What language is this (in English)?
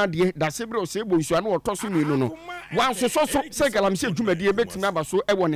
Akan